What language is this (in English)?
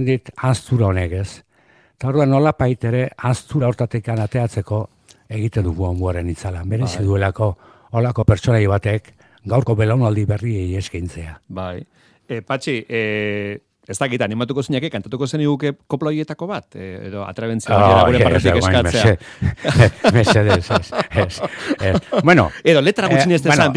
Basque